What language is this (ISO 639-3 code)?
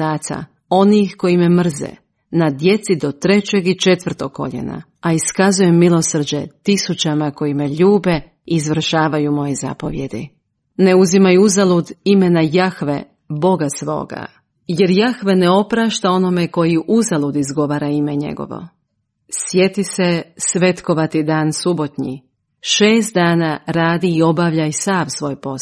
hrv